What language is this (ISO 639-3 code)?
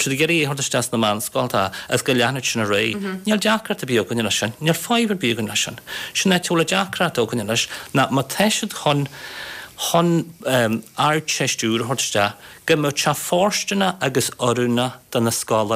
gle